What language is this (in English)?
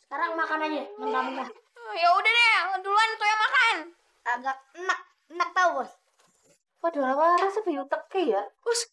Betawi